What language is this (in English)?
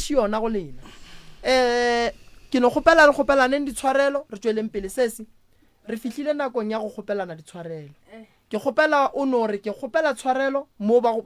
Northern Sotho